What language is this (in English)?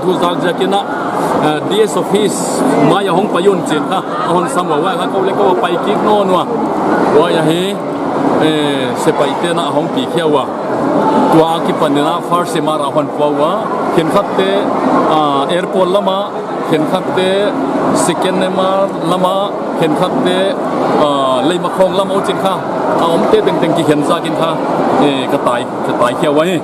Paite Chin